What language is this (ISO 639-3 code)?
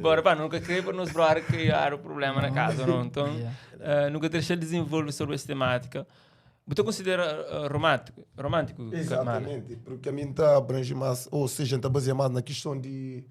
kea